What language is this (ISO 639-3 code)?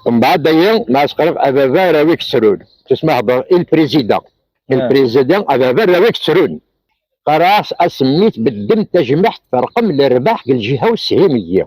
kab